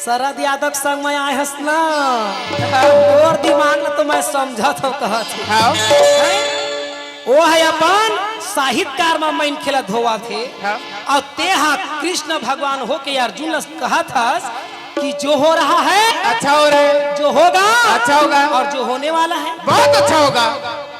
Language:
Chhattisgarhi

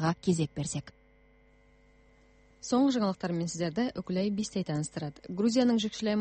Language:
Kazakh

